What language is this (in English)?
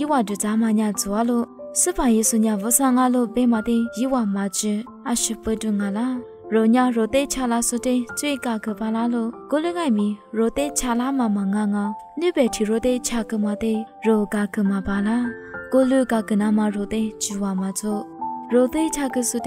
Lisu